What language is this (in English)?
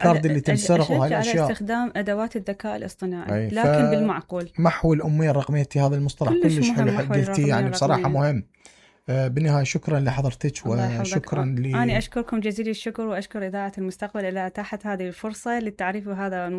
Mesopotamian Arabic